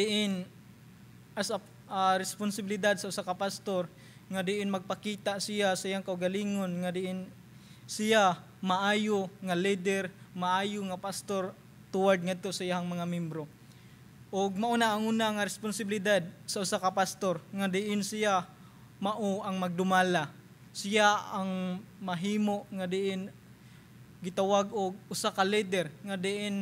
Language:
Cebuano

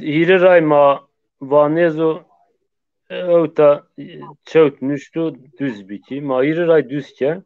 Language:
Zaza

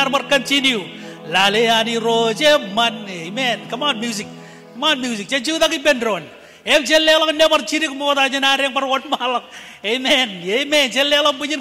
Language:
Marshallese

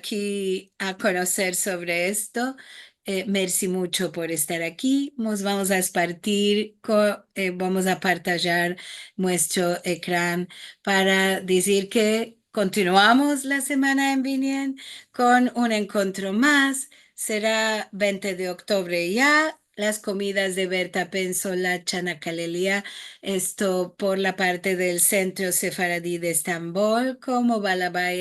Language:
Ladino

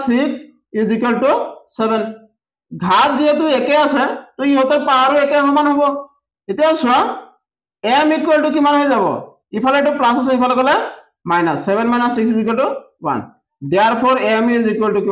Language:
Assamese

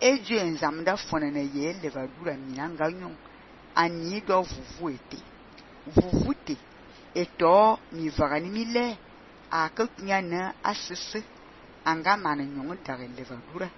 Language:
Fang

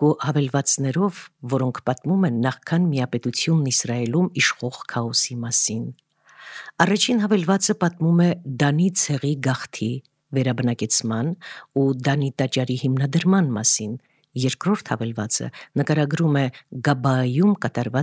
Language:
Armenian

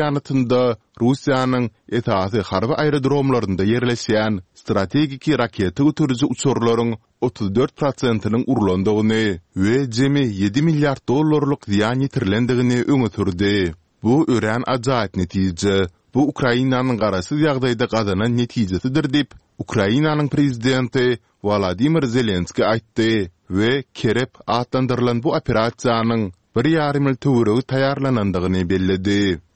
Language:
Turkmen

